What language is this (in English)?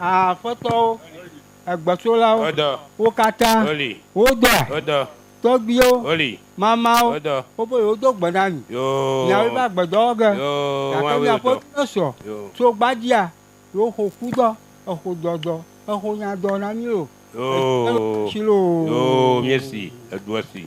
Ewe